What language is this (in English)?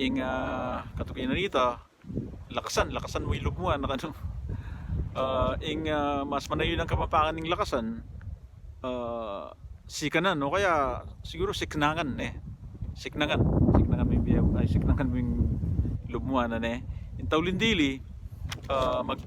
Pampanga